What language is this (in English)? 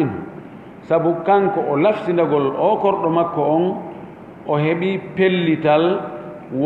Fula